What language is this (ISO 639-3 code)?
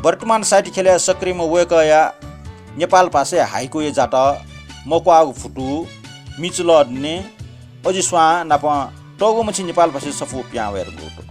new